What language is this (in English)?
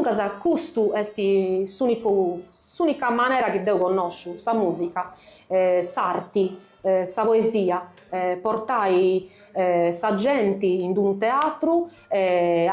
Sardinian